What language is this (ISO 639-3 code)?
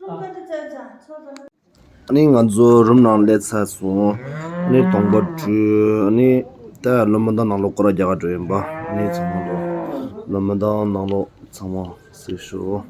bod